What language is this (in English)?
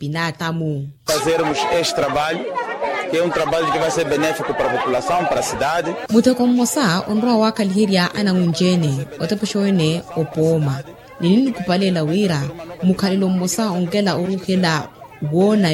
Makhuwa